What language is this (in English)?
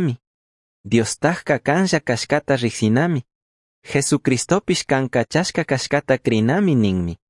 Chimborazo Highland Quichua